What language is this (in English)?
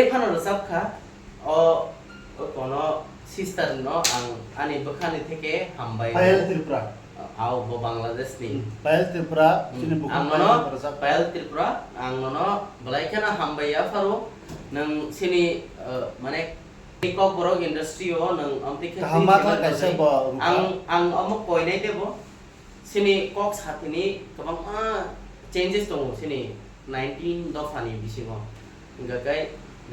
Kok Borok